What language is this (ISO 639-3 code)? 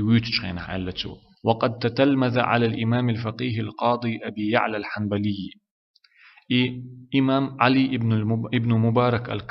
che